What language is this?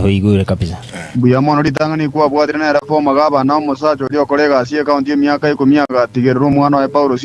Gusii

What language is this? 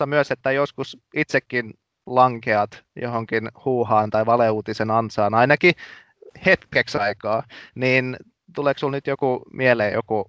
Finnish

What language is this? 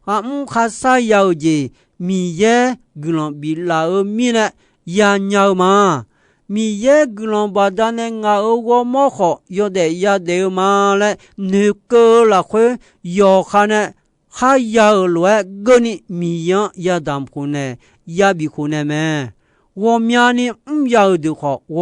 Akha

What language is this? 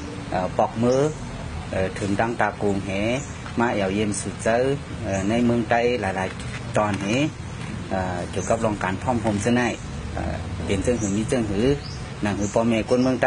Shan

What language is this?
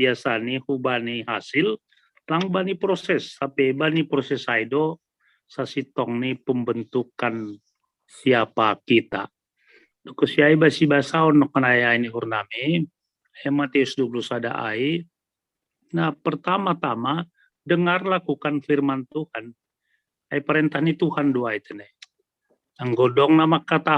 Batak Simalungun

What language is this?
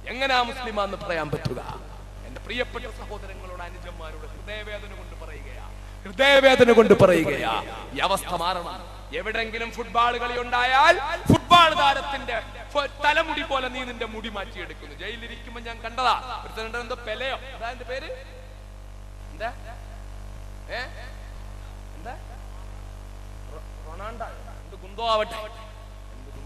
Malayalam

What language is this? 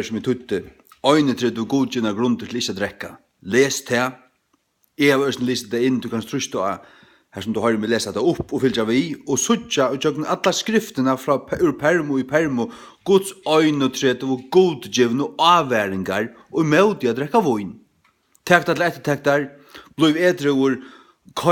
Faroese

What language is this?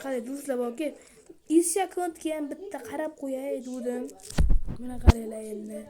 Uzbek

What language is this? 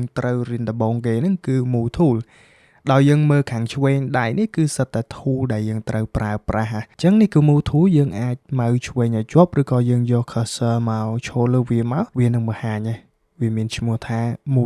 Khmer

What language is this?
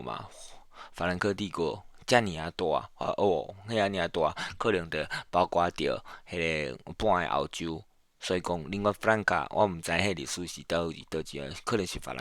Min Nan Chinese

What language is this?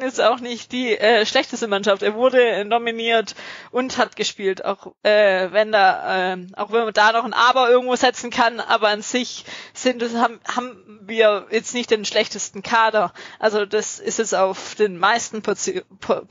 German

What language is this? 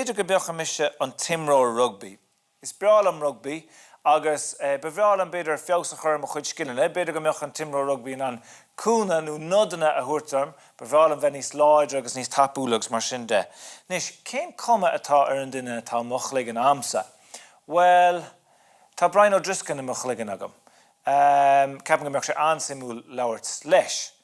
Irish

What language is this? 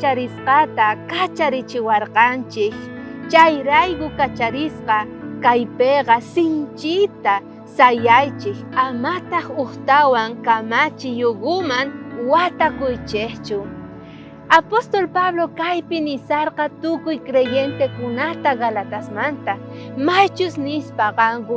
South Bolivian Quechua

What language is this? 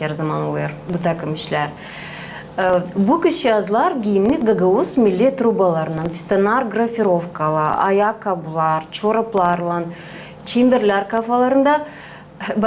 Gagauz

